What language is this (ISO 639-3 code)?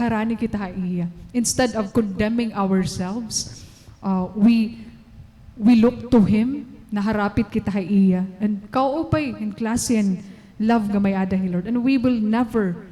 war